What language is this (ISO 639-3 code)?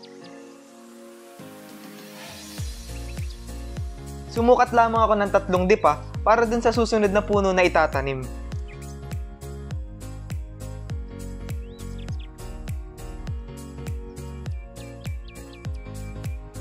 fil